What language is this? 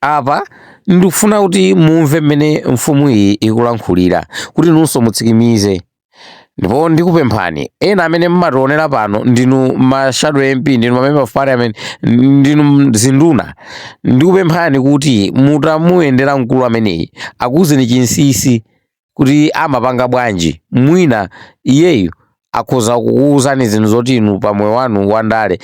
Nyanja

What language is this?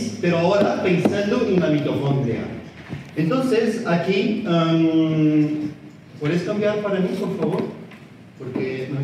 Spanish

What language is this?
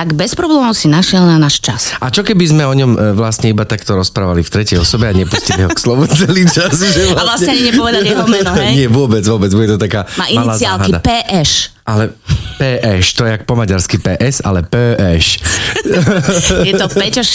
Slovak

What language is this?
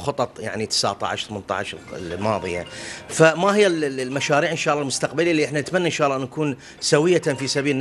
Mesopotamian Arabic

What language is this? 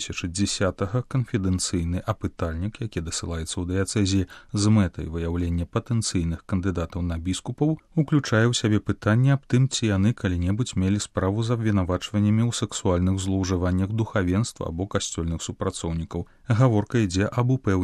Belarusian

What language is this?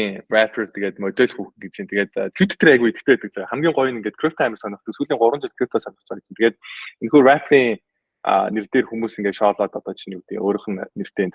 Mongolian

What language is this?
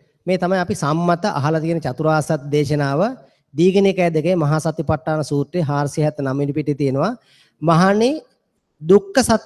Sinhala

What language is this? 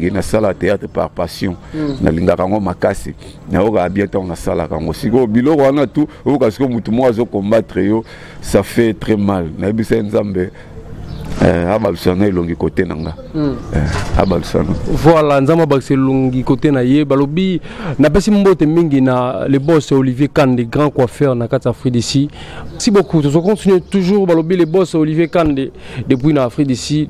Lingala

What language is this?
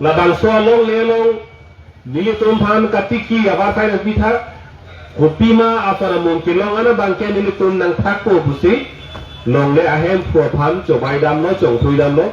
Karbi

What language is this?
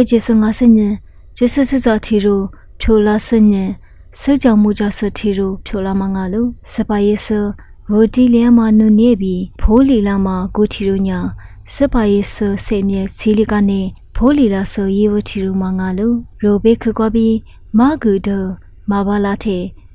Lisu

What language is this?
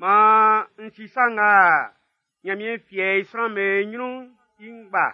Baoulé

